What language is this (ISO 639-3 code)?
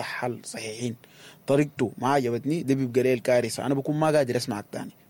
apd